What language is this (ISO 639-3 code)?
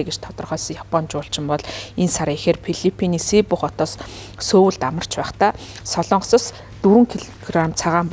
mon